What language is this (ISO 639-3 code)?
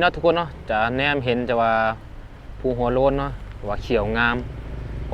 lao